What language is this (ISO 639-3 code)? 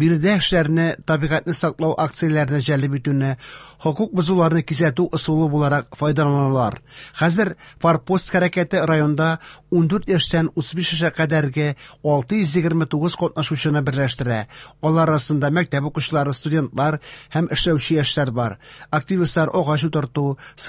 tat